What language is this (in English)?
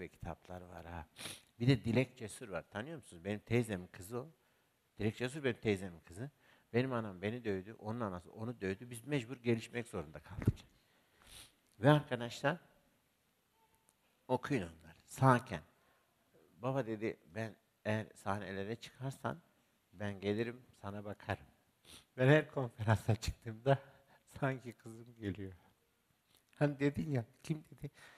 Turkish